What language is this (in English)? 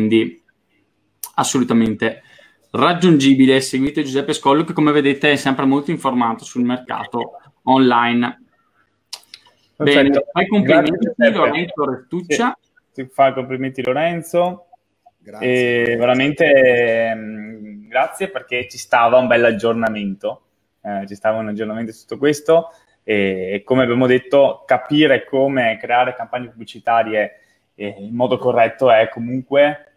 Italian